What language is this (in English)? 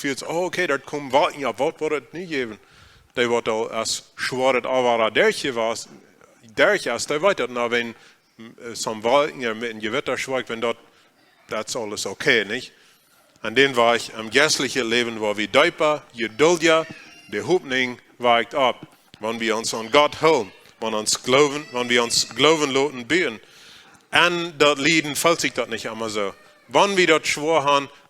Plautdietsch